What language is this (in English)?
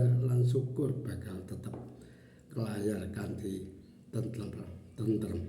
Javanese